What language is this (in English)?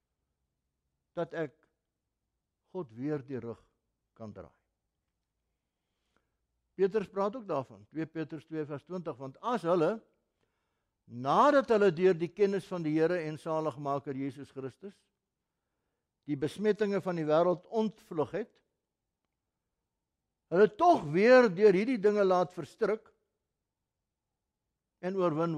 Afrikaans